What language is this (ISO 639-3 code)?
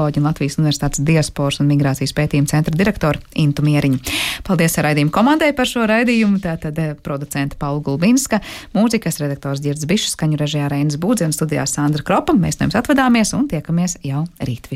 lav